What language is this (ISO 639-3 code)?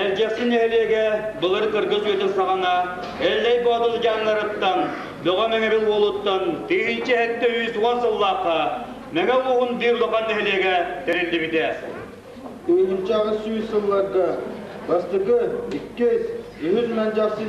sah